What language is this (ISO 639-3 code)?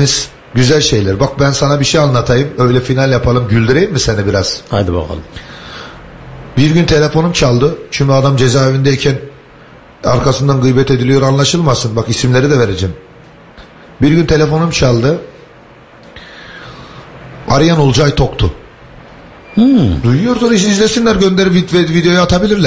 tur